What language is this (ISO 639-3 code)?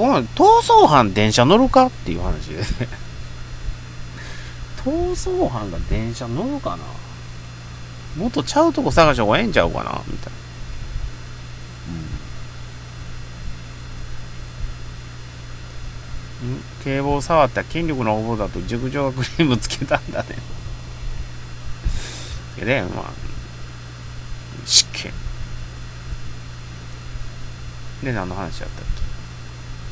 jpn